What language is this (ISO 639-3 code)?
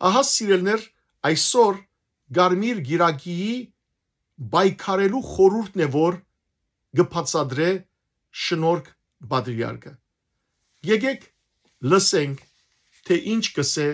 hyw